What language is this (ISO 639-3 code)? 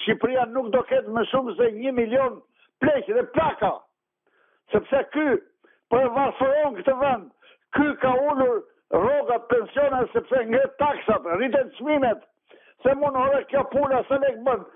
sqi